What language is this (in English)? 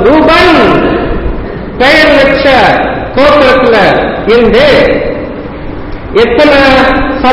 Tamil